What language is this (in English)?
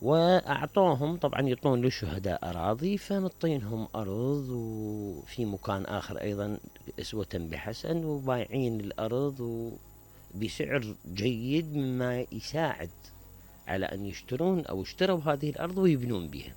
Mesopotamian Arabic